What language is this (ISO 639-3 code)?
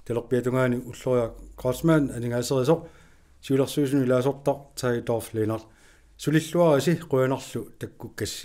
kal